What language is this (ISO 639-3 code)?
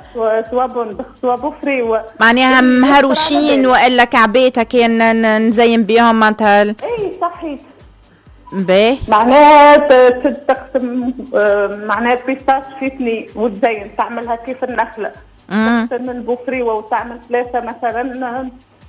aeb